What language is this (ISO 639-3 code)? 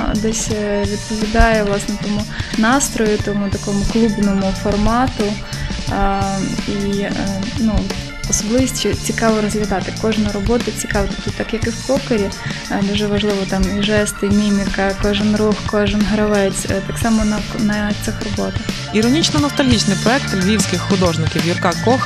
ukr